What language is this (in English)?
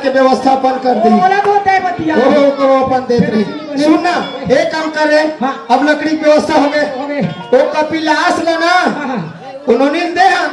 Chhattisgarhi